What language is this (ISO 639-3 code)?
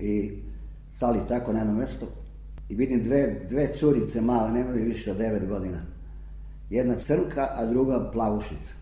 srp